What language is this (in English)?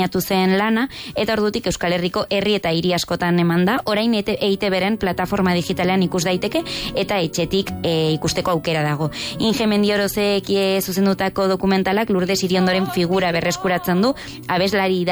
Basque